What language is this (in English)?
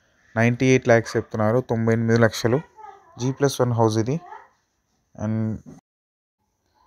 Telugu